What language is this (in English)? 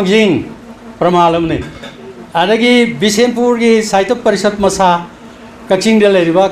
Manipuri